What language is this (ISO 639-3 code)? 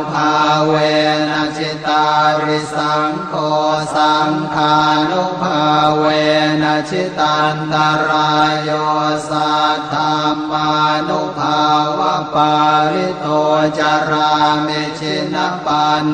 pli